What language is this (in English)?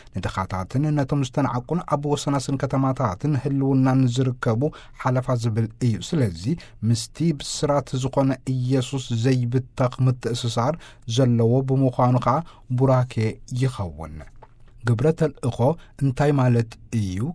Tigrinya